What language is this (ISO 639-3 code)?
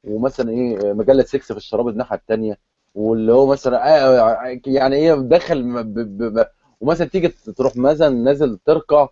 arz